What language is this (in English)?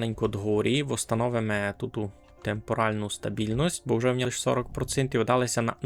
Rusyn